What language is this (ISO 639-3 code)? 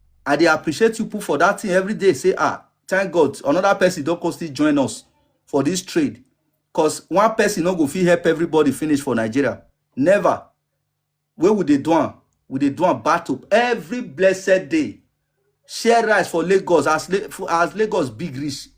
pcm